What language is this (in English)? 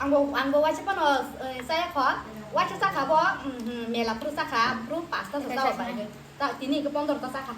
Kok Borok